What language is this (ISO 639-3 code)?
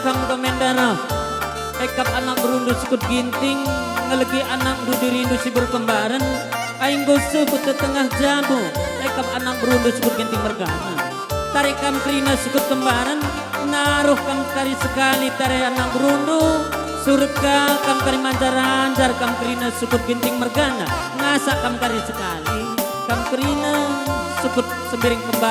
btx